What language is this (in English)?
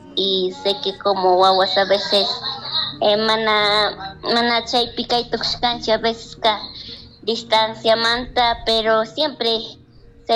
Chimborazo Highland Quichua